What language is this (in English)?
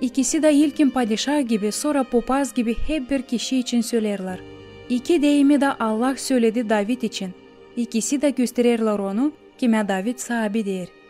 Gagauz